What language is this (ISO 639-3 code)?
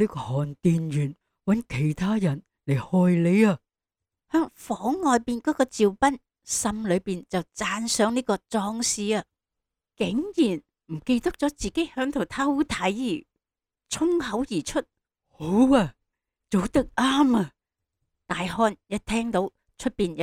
yue